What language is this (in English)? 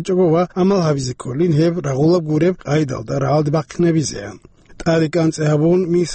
Avaric